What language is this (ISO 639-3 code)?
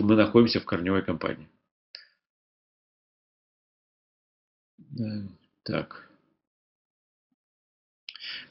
rus